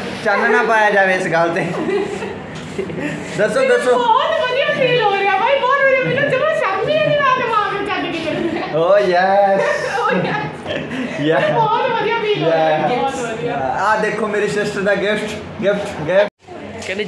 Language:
Punjabi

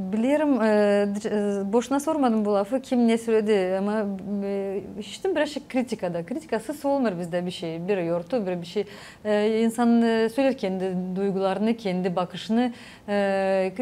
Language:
Gagauz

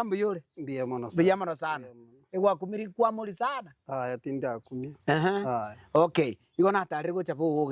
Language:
Gusii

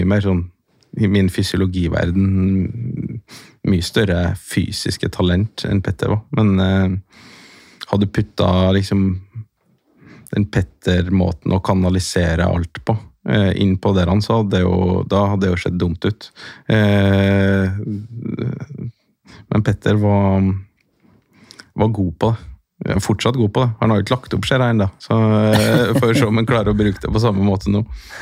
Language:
Norwegian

